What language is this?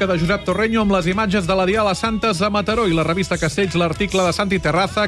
Catalan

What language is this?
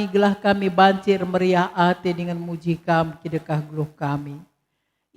Batak Karo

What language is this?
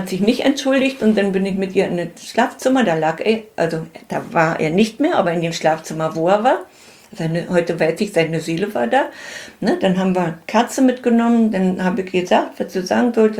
German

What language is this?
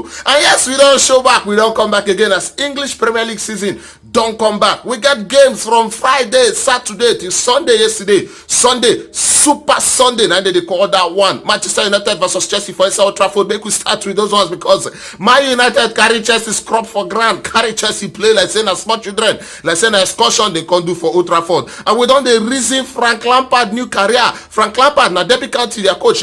Nigerian Pidgin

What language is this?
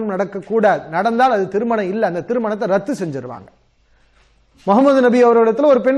Tamil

